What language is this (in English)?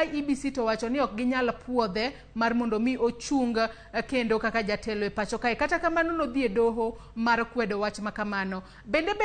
Luo (Kenya and Tanzania)